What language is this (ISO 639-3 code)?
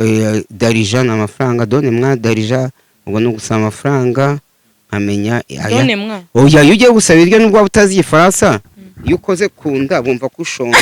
kin